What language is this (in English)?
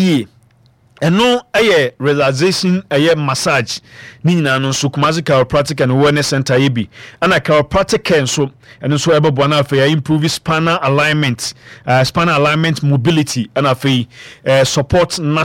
Akan